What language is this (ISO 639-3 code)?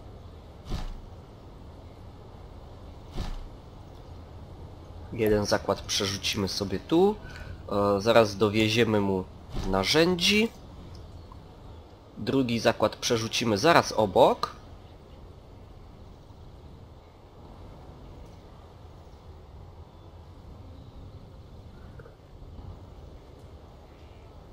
pol